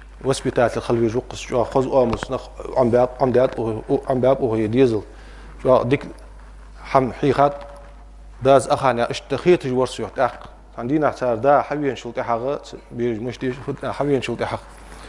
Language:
Ingush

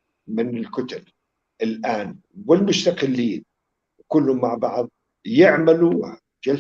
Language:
North Levantine Arabic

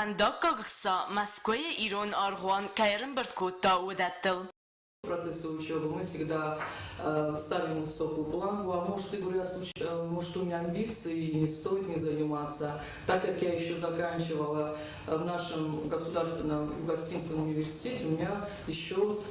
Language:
Ossetic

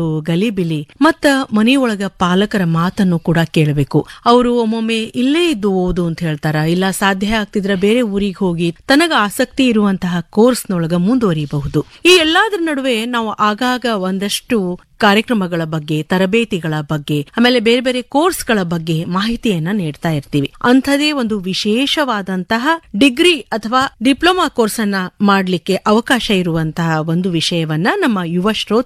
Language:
Kannada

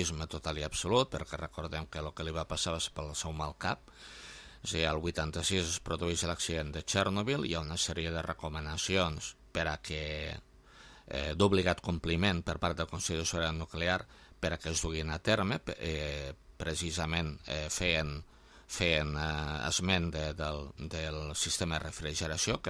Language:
Catalan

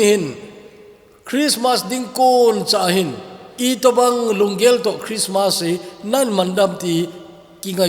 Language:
Thado Chin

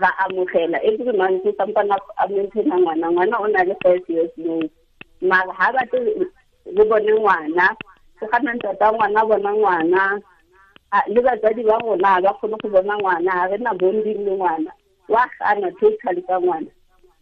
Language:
Tswana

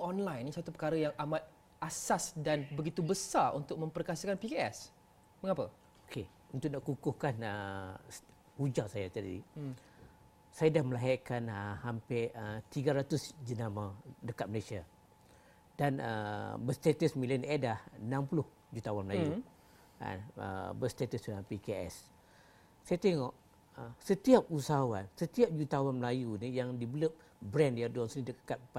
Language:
Malay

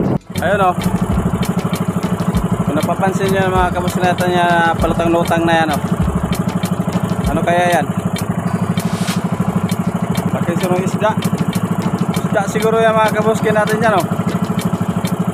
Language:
Filipino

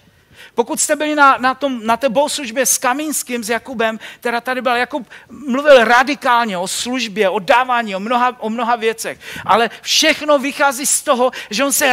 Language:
Czech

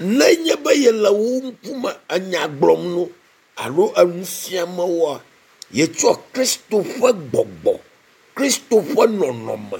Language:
Ewe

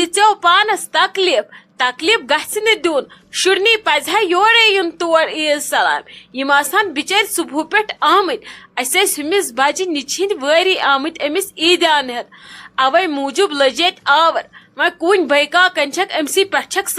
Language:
Kashmiri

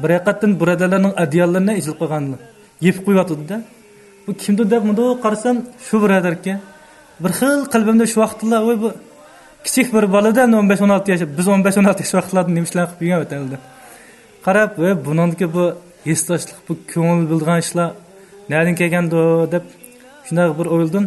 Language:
Uyghur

